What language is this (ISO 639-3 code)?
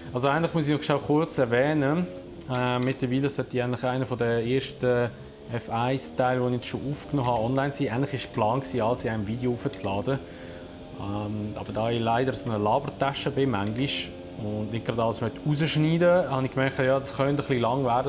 gsw